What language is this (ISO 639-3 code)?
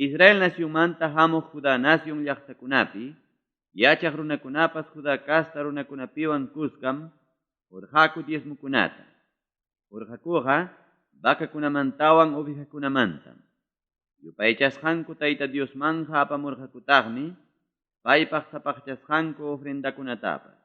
quy